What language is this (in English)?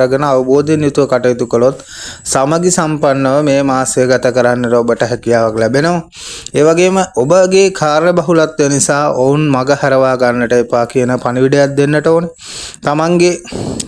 Sinhala